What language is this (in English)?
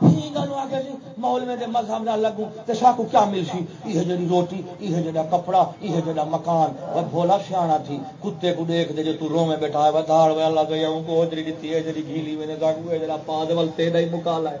Saraiki